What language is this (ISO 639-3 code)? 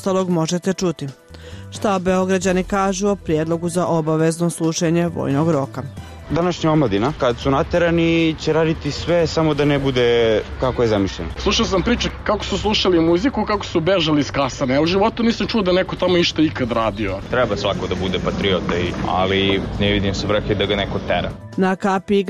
bos